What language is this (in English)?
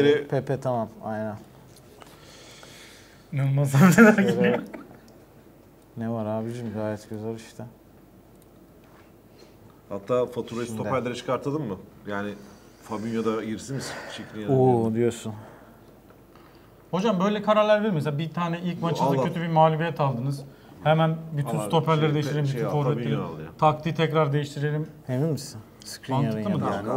Turkish